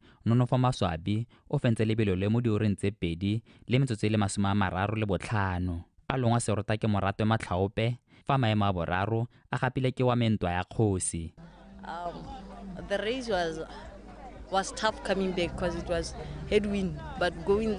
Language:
Tswana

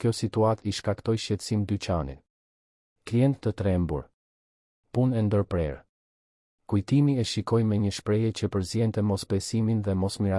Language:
Albanian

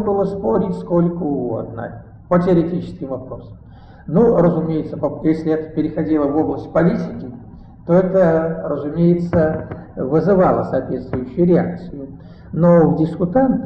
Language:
Russian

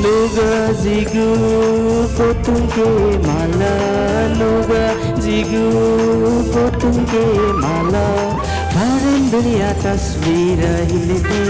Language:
Newari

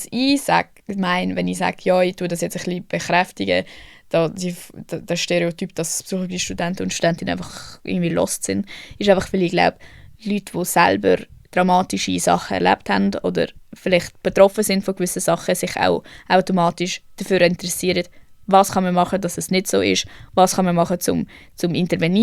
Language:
Swiss German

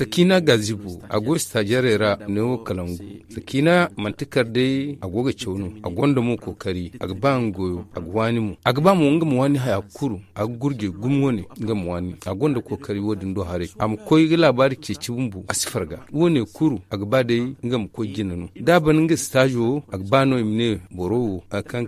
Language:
Zarma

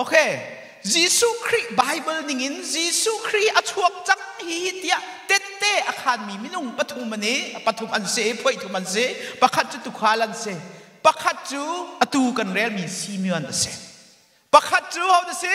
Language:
Hakha Chin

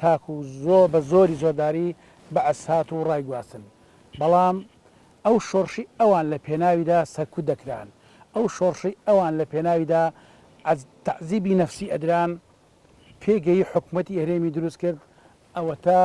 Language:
Central Kurdish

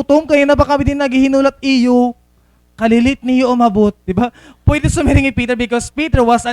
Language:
Waray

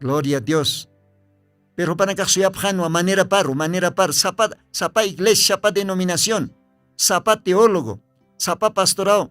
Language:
Aymara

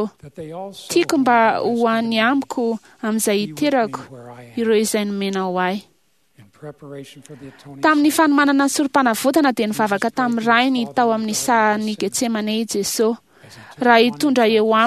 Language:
Malagasy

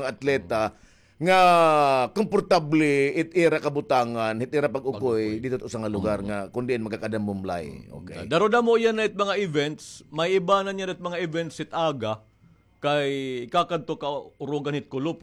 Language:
Waray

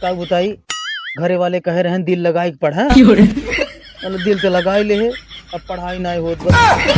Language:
Awadhi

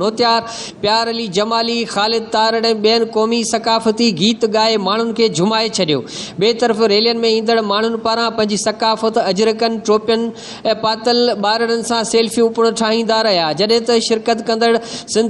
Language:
Sindhi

